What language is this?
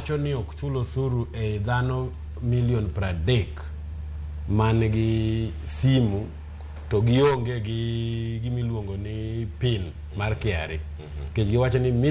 Luo (Kenya and Tanzania)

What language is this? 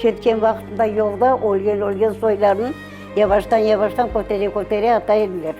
Crimean Tatar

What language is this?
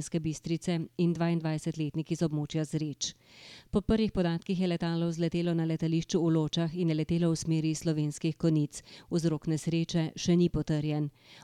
Slovenian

